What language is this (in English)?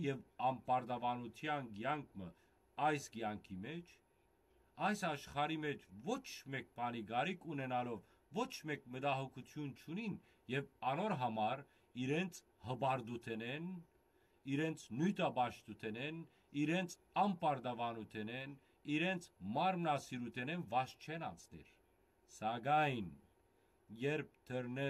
Western Armenian